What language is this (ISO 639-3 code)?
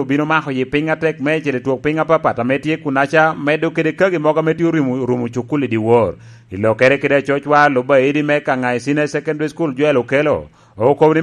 laj